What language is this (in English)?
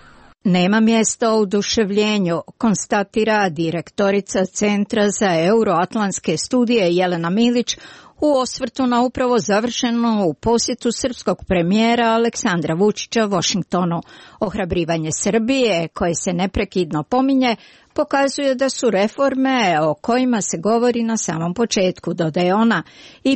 Croatian